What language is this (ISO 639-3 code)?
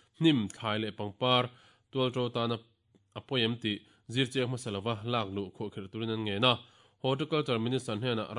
lus